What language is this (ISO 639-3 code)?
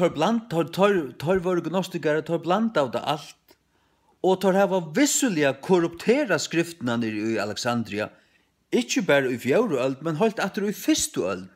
fao